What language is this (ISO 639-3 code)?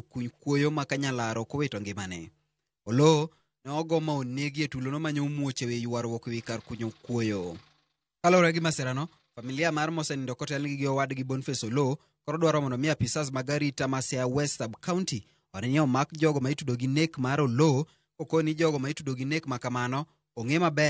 luo